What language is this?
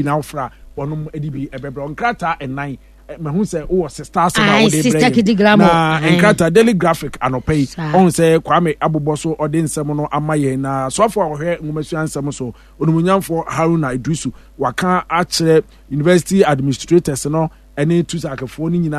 Akan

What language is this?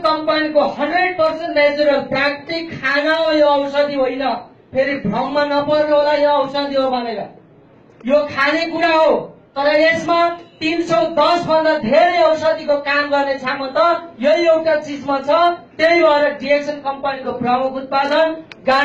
Nepali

